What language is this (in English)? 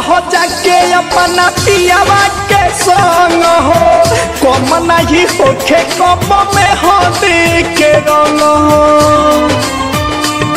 Bhojpuri